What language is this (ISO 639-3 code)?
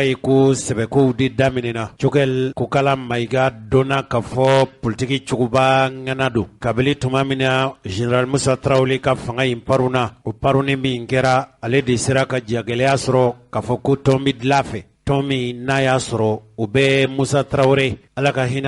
bam